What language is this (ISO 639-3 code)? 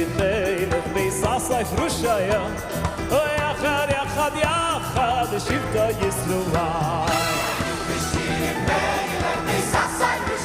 yid